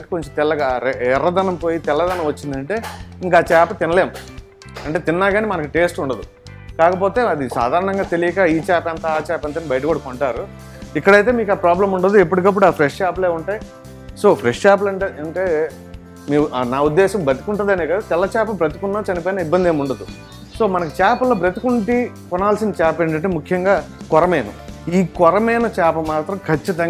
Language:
Telugu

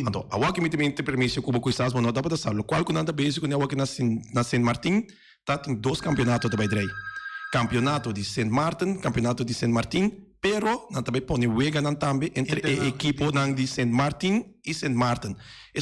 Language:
Papiamento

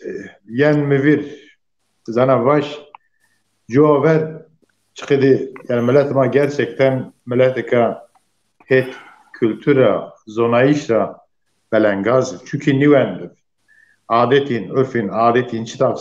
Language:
Zaza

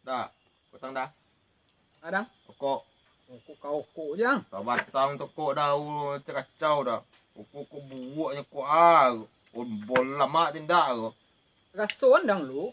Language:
Minangkabau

